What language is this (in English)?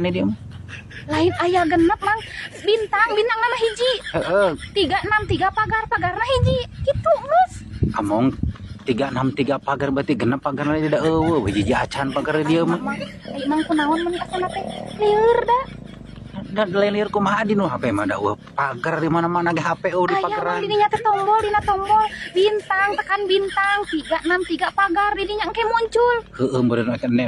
Sundanese